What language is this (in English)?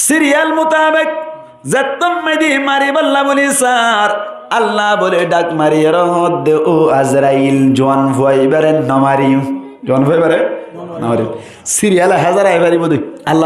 Rohingya